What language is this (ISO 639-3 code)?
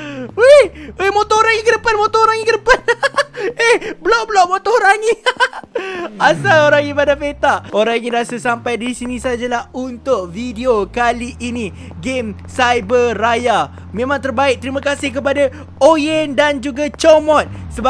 msa